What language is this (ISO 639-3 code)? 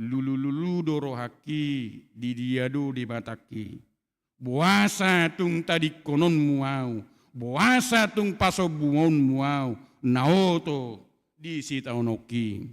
bbc